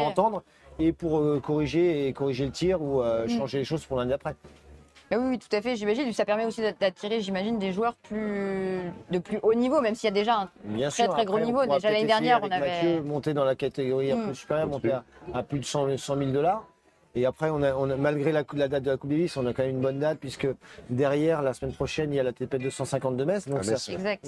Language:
French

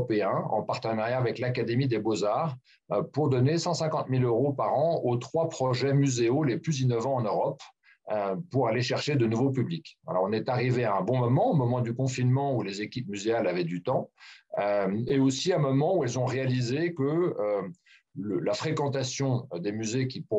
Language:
French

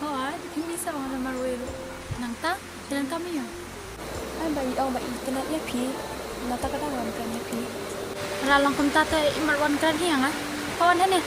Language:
Khasi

